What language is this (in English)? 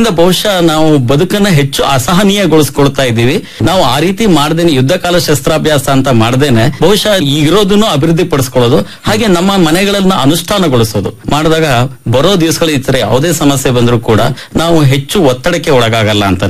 Kannada